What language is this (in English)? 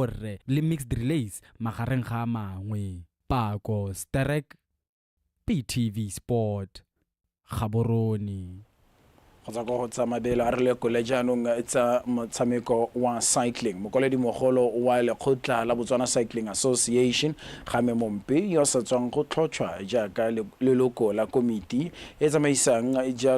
Tswana